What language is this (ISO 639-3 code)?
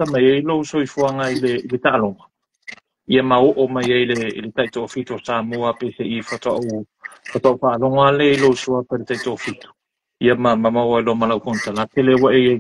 smo